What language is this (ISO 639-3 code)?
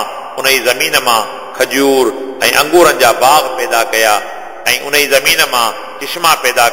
snd